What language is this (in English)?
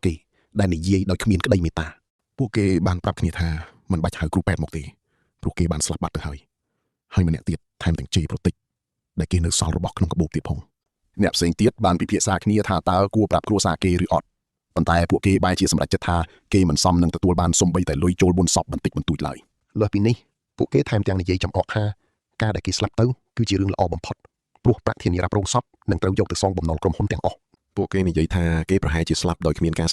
Khmer